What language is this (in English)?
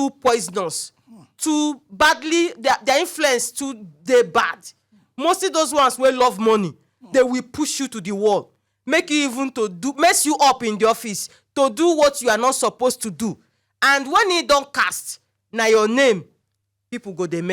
Nigerian Pidgin